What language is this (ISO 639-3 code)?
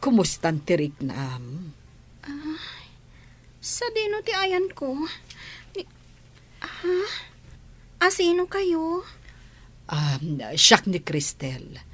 ilo